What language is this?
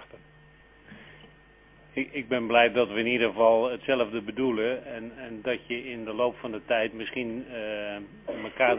Dutch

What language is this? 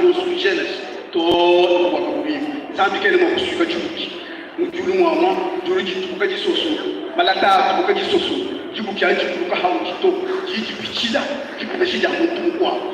Luba-Lulua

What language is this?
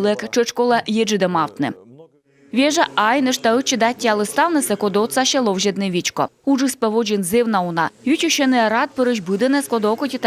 Komi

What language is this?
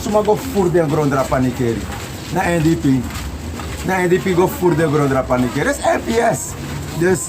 Sranan Tongo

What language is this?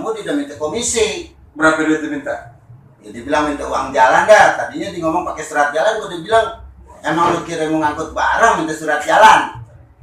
Betawi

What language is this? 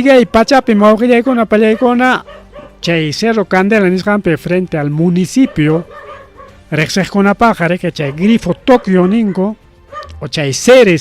Ayacucho Quechua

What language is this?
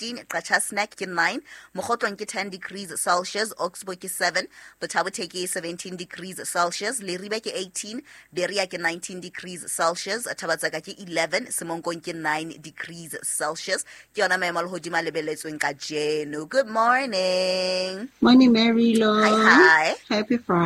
Southern Sotho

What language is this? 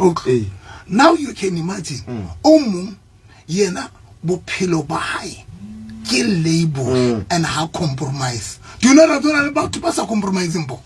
Southern Sotho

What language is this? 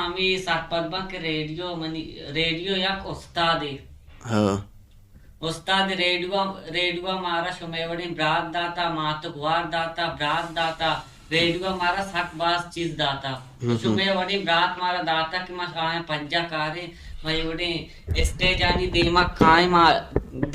Baluchi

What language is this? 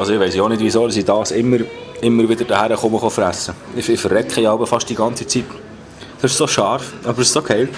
Swiss German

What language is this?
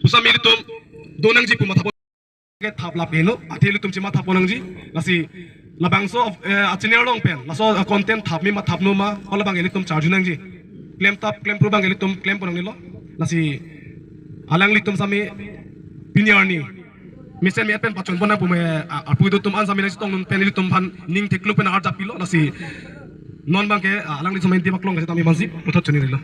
Karbi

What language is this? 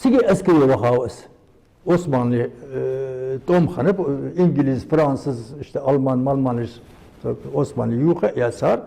Ingush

